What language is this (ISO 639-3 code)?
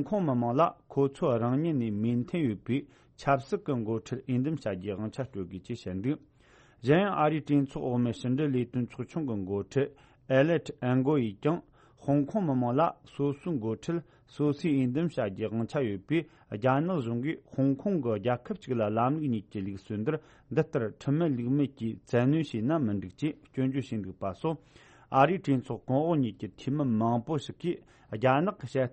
bod